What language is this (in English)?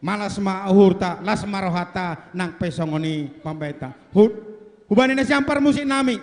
Batak Toba